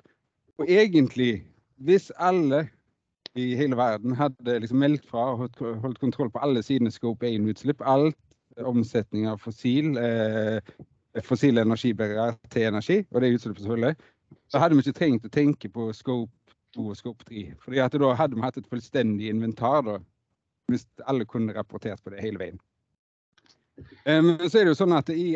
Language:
Norwegian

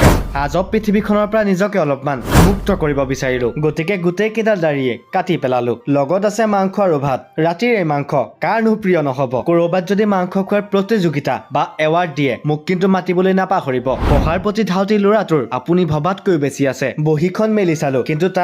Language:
Assamese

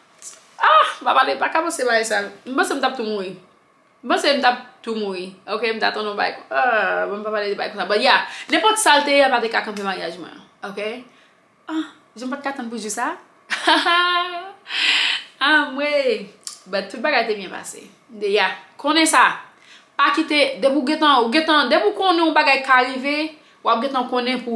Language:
Haitian Creole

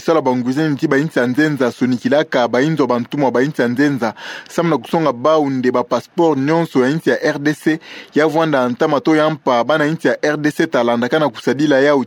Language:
Kituba (Democratic Republic of Congo)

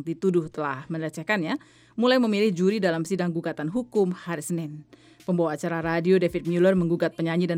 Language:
Indonesian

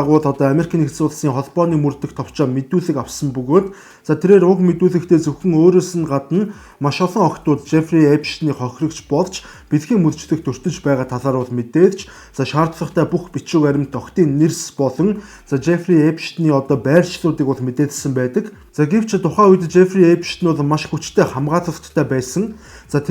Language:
Mongolian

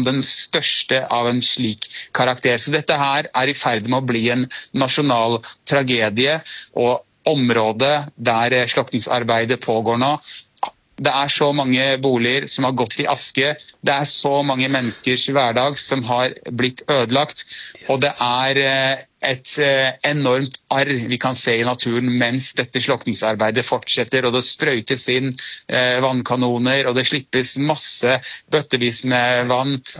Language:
Swedish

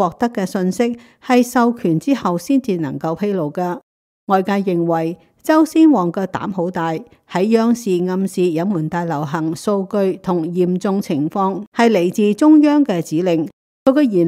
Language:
Cantonese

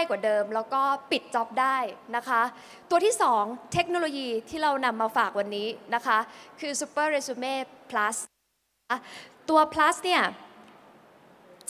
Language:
Thai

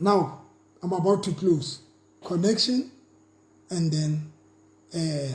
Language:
Southern Sotho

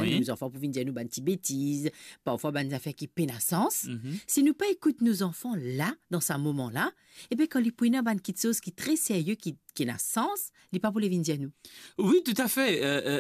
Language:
Morisyen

